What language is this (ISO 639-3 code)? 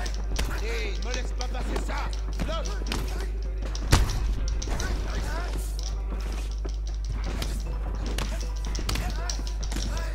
fra